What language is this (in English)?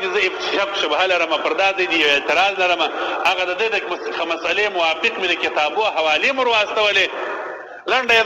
Pashto